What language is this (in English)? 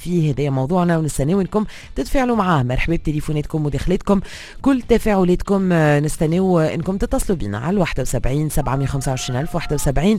Tunisian Arabic